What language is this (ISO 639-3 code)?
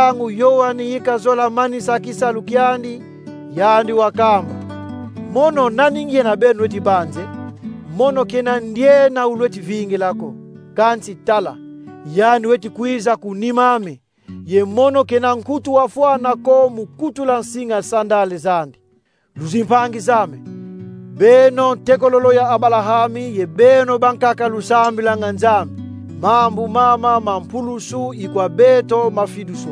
kon